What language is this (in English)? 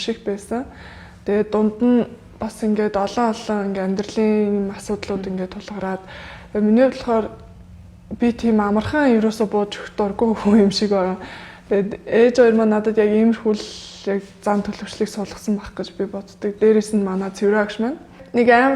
Mongolian